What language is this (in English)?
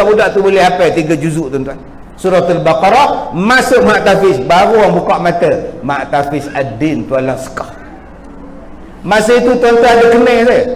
Malay